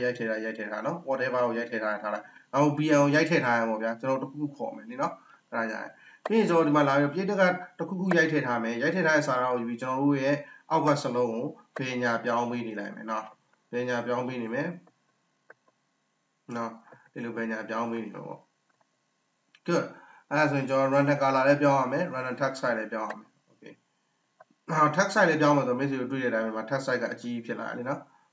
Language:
Burmese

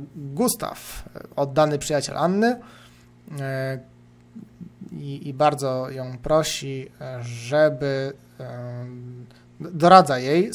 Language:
Polish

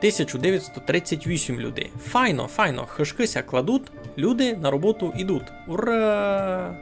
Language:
Rusyn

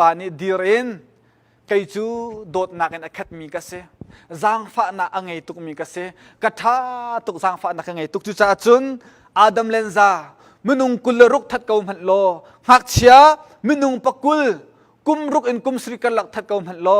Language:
Hakha Chin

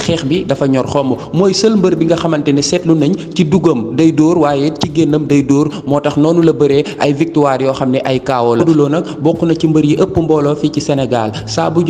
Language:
Wolof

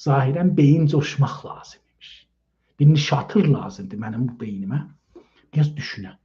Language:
South Azerbaijani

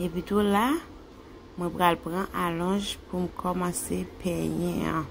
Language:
Haitian Creole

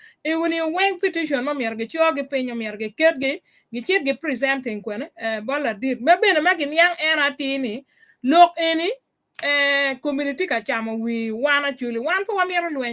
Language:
Acoli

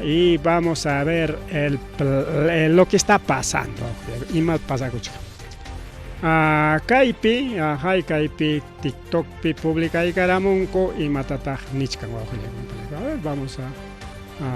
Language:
Ayacucho Quechua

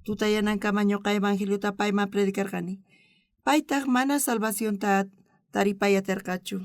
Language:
South Bolivian Quechua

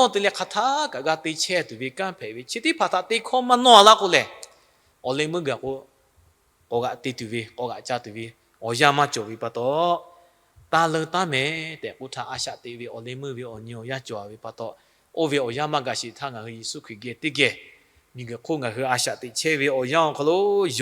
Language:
Lahu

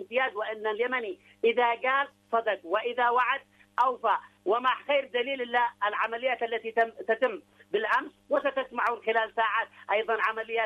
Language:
Arabic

